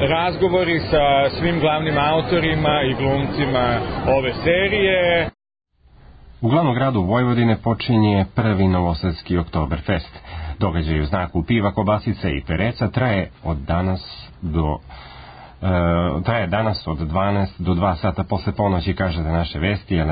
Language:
Serbian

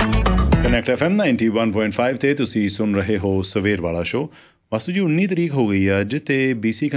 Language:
Punjabi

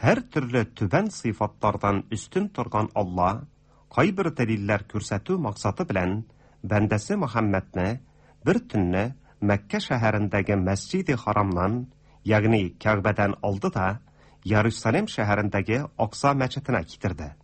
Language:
Tatar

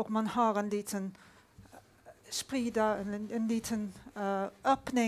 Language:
Swedish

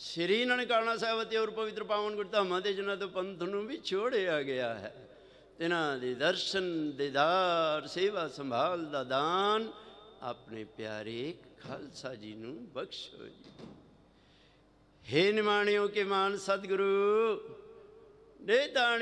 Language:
Punjabi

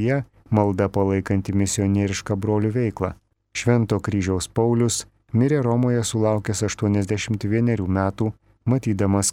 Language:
Lithuanian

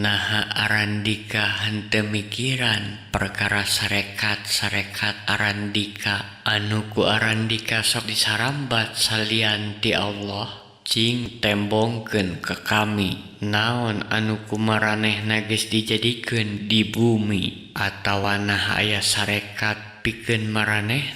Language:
Sundanese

